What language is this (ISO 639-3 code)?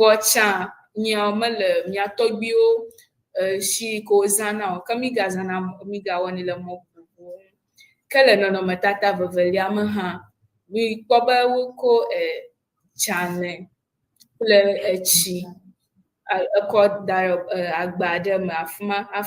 ewe